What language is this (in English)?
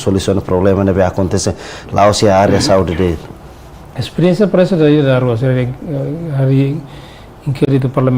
Tetum